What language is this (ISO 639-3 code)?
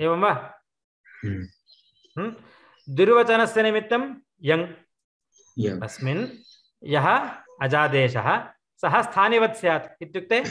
san